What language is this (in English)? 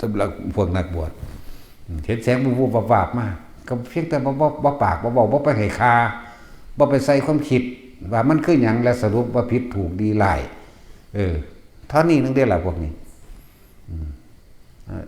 Northeastern Thai